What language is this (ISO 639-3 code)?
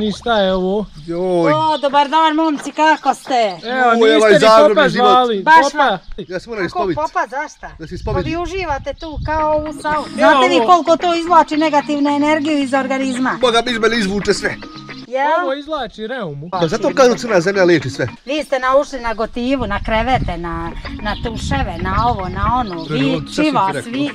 bos